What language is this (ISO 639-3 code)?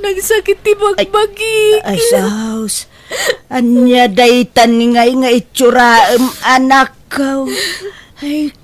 ilo